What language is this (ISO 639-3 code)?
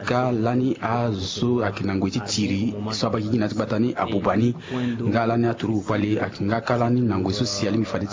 sag